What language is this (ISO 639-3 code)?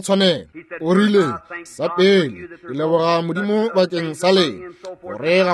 nso